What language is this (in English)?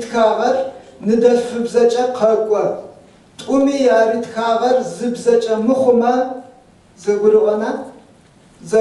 Adyghe